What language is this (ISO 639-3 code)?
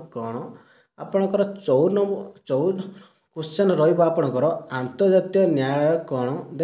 ori